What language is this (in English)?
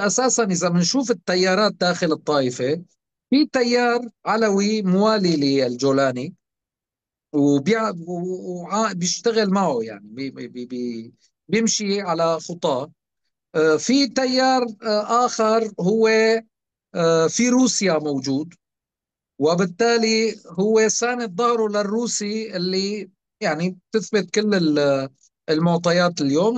North Levantine Arabic